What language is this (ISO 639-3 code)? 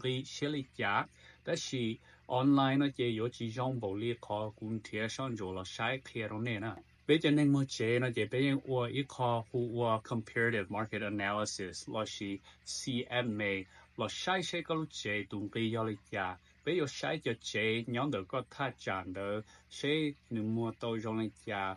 hmn